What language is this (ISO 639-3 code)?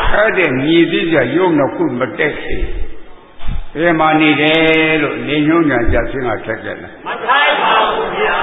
mya